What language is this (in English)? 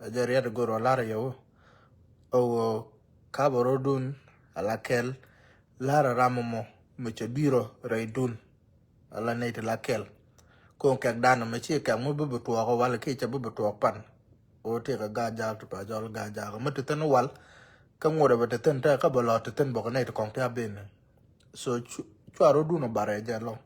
Nuer